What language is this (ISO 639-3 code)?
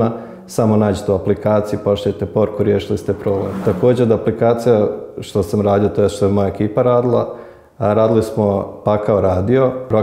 bos